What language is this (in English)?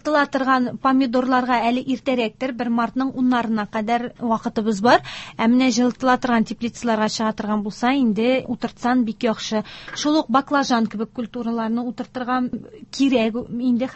Tatar